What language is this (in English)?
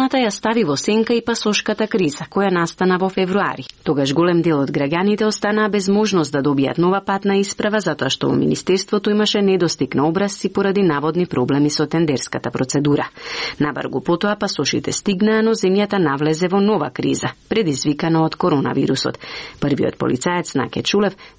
Macedonian